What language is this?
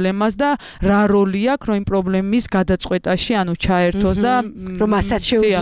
Georgian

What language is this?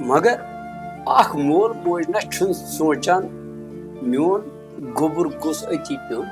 Kashmiri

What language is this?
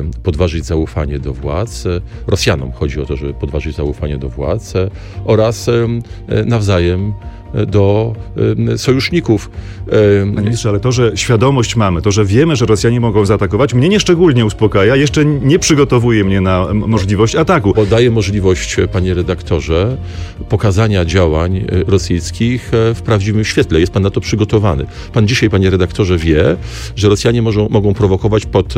Polish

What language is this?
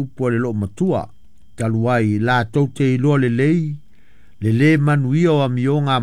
Samoan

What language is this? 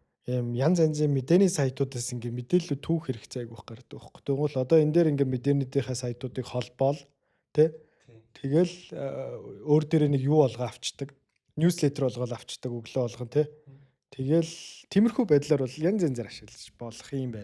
Mongolian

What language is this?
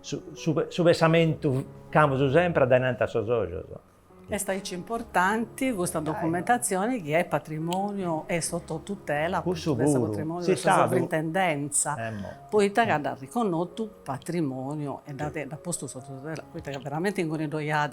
Sardinian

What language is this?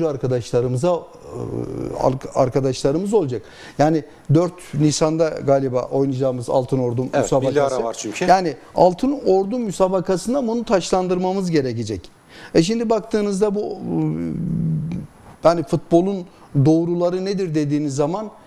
Turkish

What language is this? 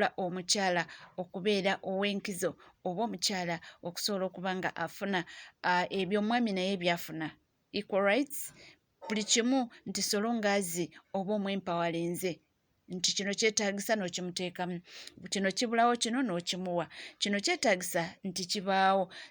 Ganda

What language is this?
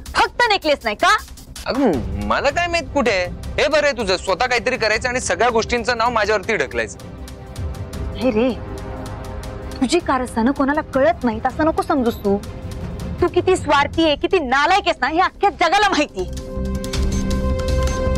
Marathi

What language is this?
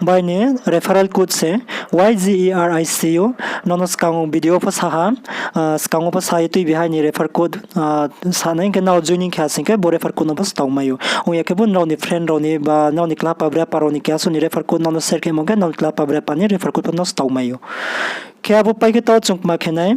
Riang (India)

